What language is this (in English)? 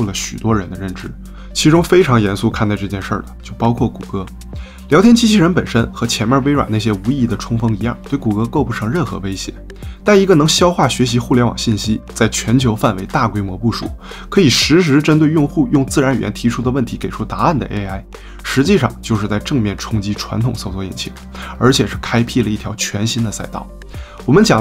Chinese